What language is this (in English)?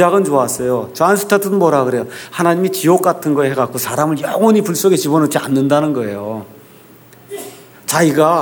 Korean